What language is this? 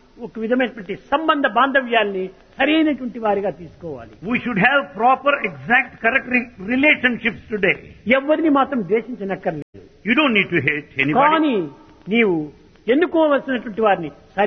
Telugu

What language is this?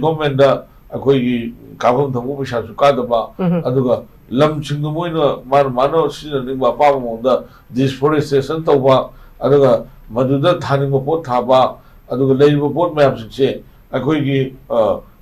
Manipuri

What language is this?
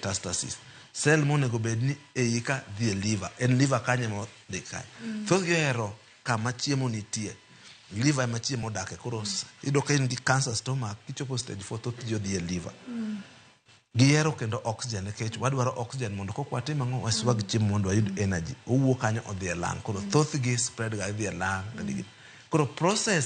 Luo (Kenya and Tanzania)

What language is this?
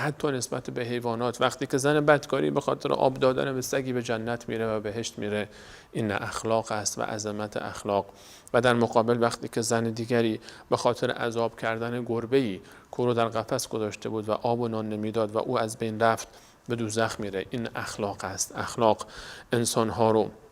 Persian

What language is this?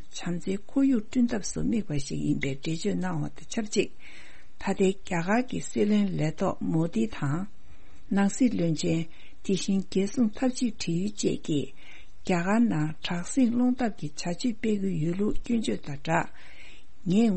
Tibetan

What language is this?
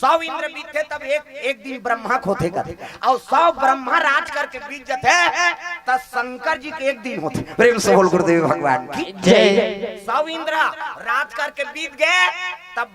Chhattisgarhi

